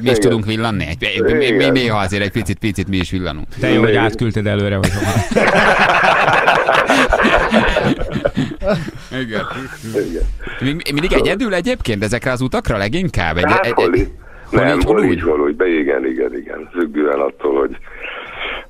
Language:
Hungarian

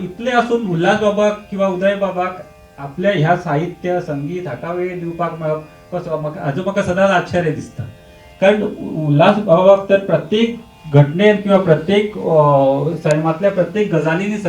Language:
Konkani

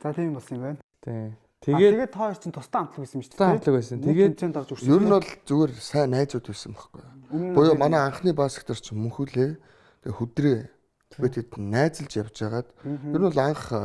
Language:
Mongolian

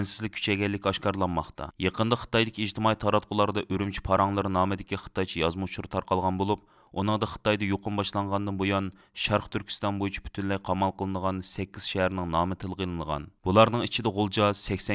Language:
Uyghur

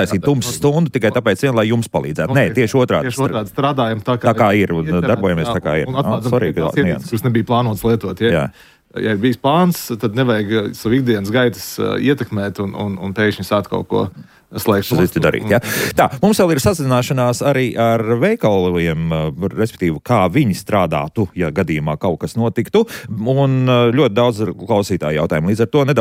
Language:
Latvian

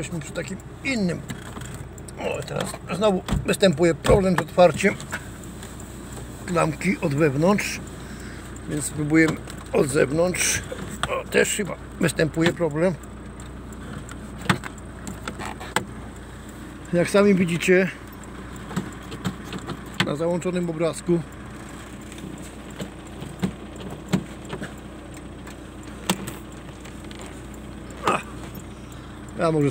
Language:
Polish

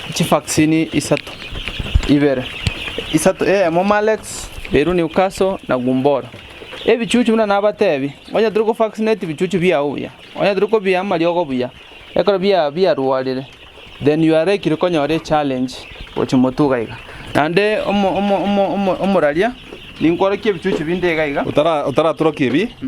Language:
Gusii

